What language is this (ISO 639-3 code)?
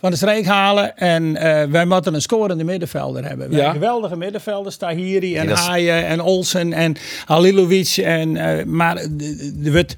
fry